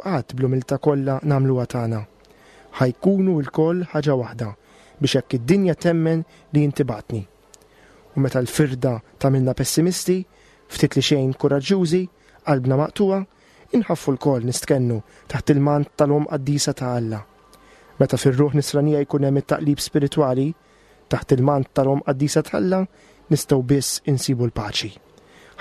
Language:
Maltese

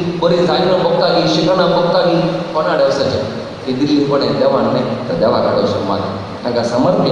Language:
Konkani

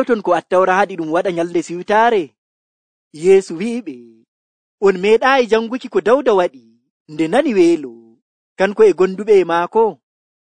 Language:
Nigerian Fulfulde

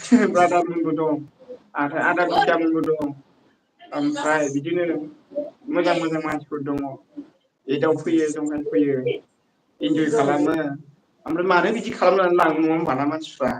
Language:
Bodo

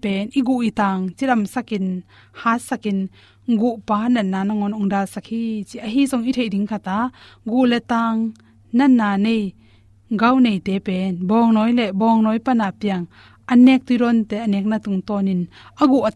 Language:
Tedim Chin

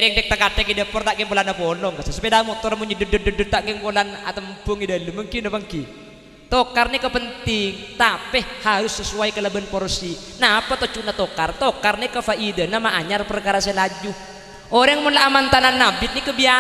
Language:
Madurese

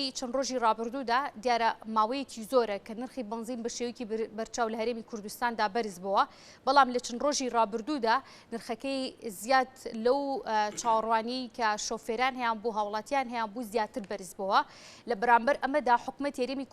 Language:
Central Kurdish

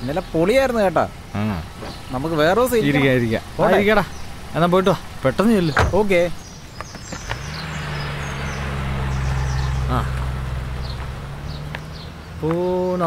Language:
Malayalam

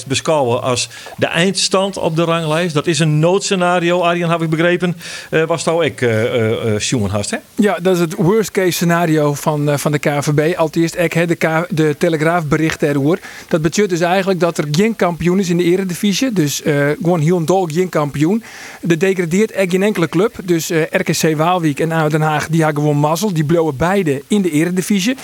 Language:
Western Frisian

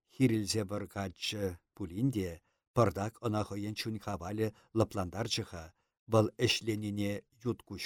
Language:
Chuvash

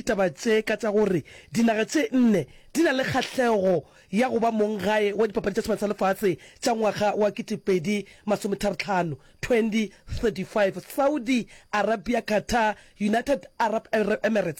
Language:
Northern Sotho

